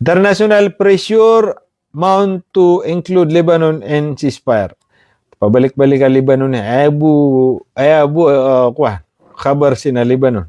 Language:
Maranao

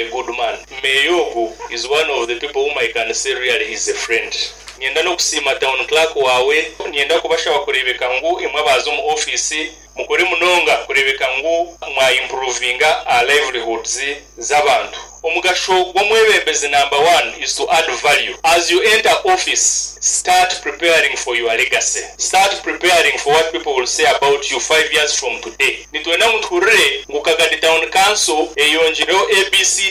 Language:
Nyoro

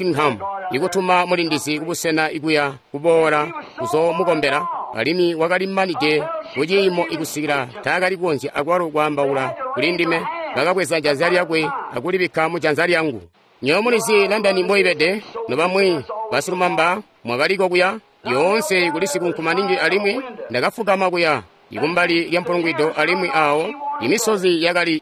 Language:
Tonga (Zambia)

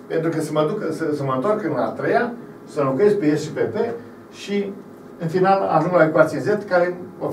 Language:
Romanian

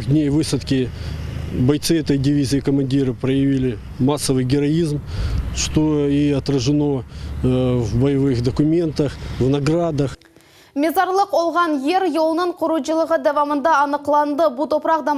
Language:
Crimean Tatar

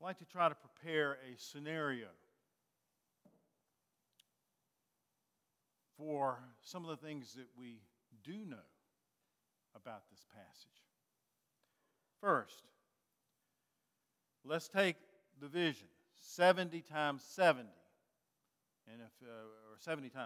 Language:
English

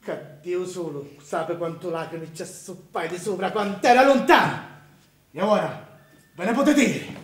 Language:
Sicilian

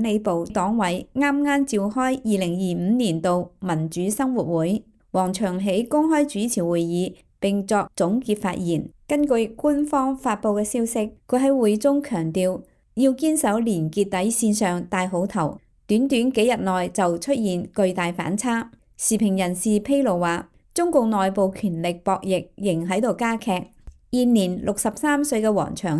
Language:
Cantonese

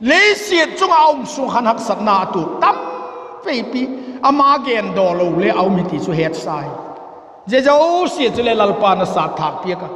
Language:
Vaiphei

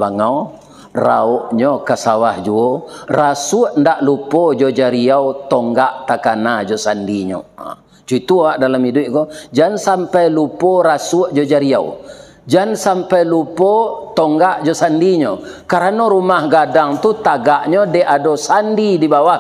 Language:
Minangkabau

